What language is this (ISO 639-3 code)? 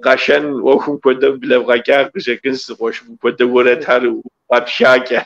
kbd